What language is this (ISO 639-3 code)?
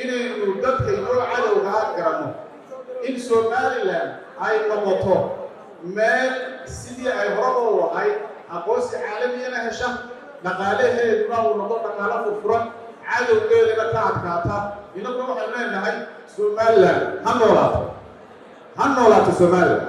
som